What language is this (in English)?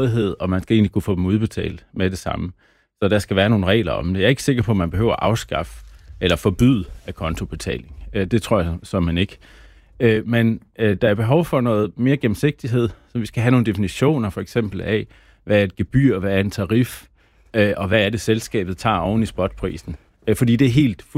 Danish